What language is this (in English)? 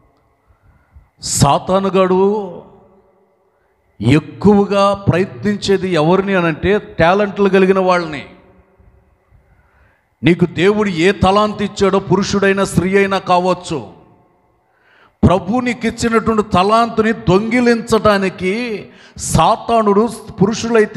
Telugu